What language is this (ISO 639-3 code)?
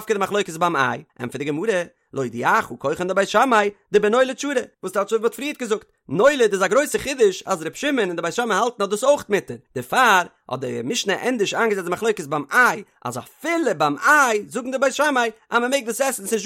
yid